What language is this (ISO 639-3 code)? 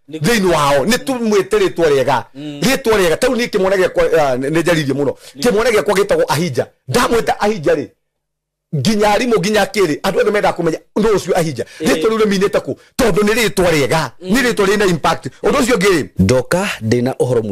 kik